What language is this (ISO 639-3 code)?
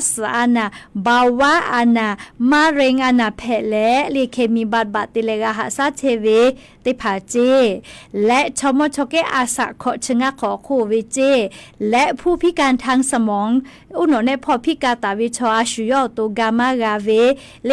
lhu